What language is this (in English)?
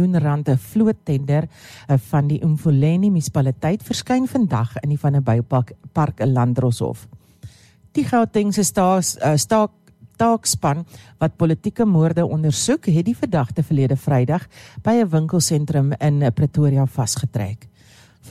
Afrikaans